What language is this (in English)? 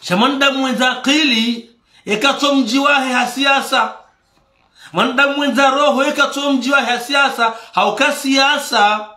Ngazidja Comorian